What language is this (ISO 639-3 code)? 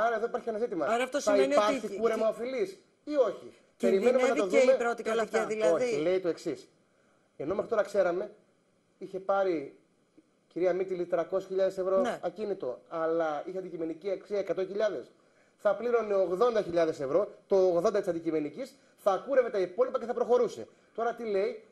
ell